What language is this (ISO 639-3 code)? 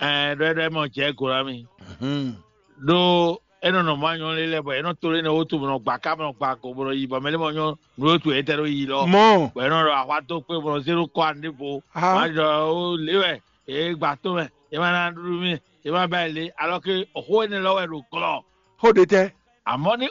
fon